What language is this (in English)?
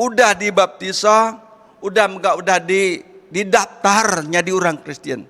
Iban